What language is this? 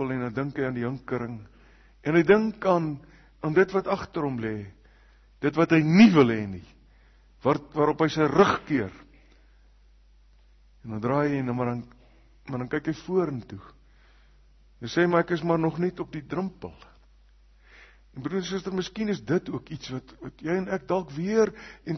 Afrikaans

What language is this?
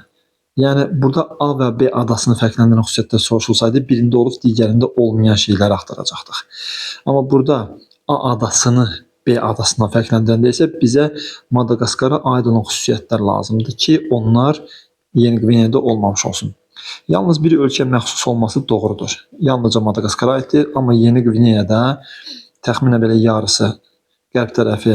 Azerbaijani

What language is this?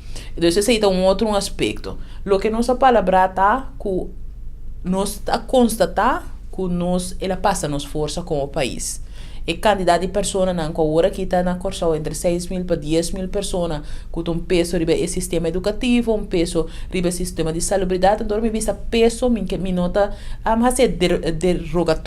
Papiamento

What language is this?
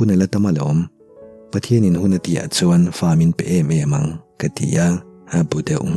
Mizo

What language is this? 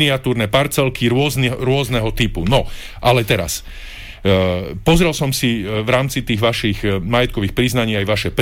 Slovak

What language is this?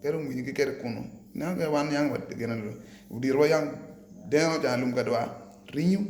Acoli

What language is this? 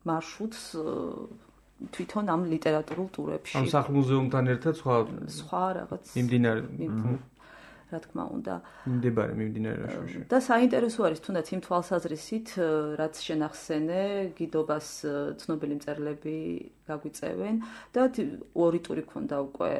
Georgian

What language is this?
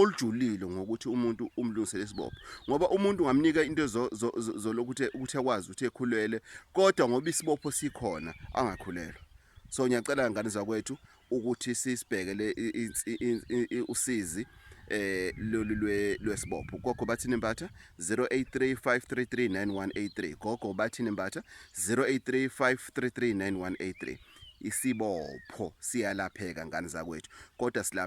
Zulu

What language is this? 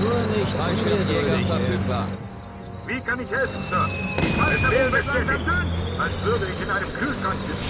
Bavarian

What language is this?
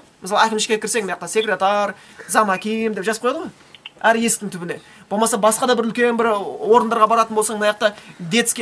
Kazakh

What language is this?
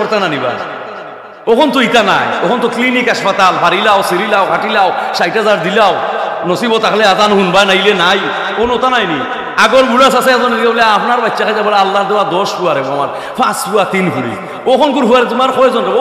Sylheti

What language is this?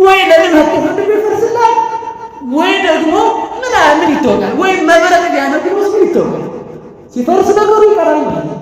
Amharic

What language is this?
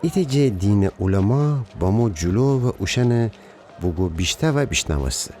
Gilaki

